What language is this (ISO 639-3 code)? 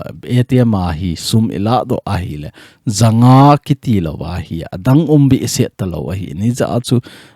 tcz